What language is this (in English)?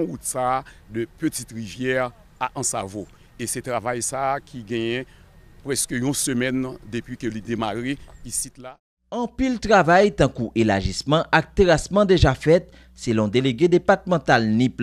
Haitian Creole